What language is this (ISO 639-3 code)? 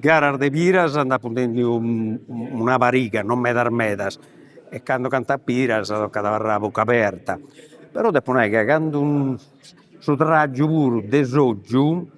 srd